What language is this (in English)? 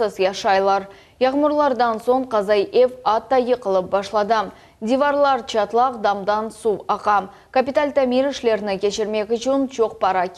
Crimean Tatar